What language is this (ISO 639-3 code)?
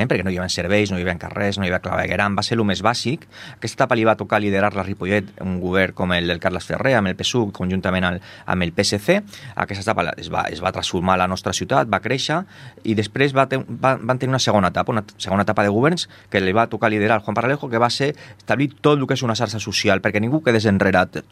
cat